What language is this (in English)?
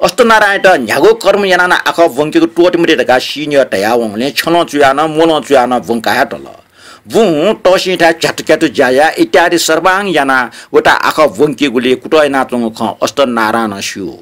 Newari